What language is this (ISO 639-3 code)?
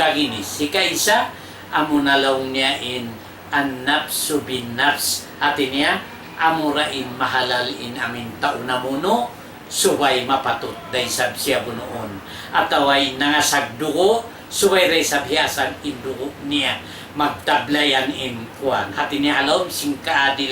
tsg